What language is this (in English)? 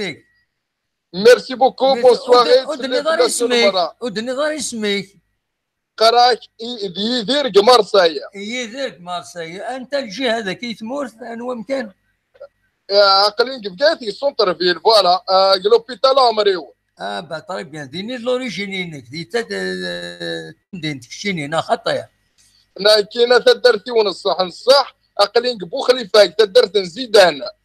Kabyle